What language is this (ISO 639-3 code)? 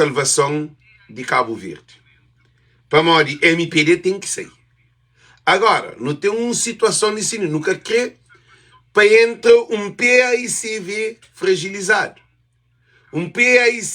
kea